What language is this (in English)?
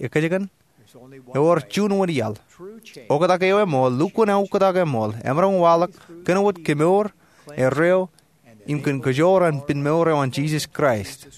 Marshallese